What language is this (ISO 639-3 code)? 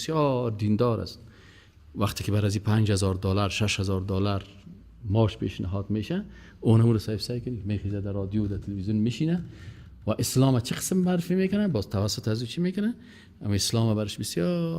fas